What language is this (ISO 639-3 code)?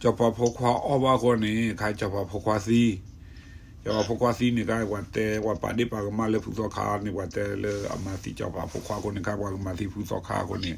ksw